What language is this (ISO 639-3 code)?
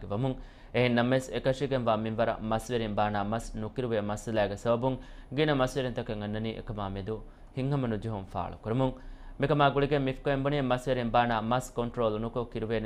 div